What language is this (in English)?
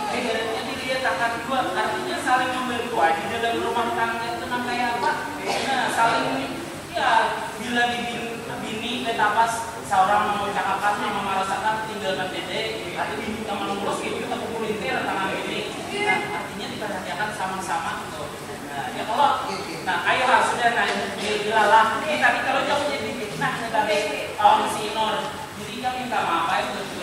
Banjar